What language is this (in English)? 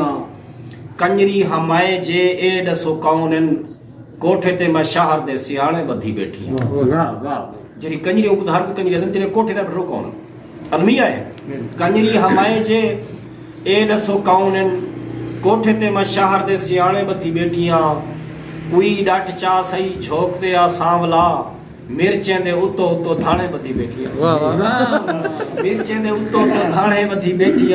Saraiki